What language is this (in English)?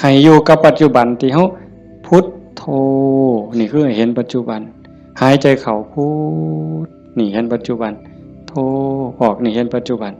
Northeastern Thai